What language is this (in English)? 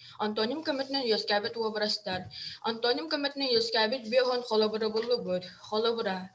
Yakut